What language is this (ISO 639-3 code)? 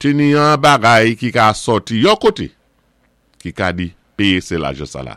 acf